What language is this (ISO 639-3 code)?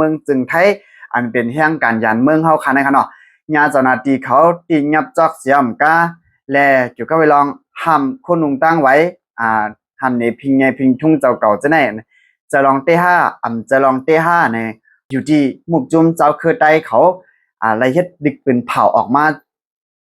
shn